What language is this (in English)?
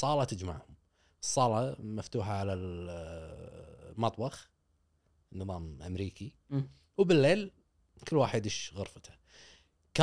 Gulf Arabic